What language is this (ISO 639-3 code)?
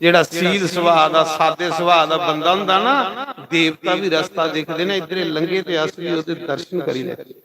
doi